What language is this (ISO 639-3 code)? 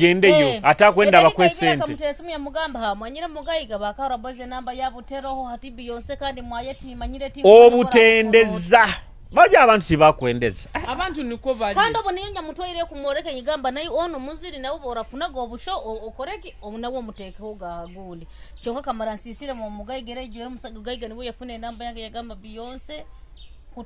nyo